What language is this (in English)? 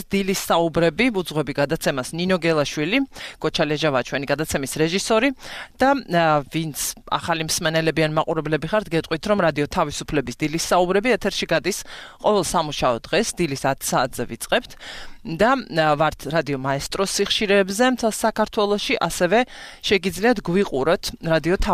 Georgian